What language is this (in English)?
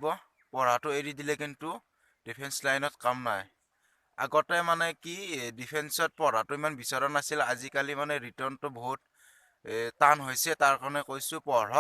Assamese